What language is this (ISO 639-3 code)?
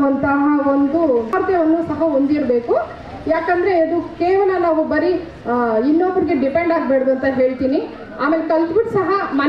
kan